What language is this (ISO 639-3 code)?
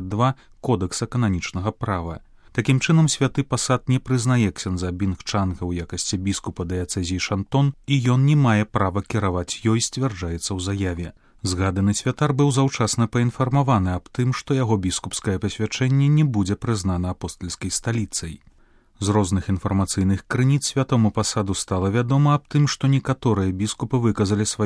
bel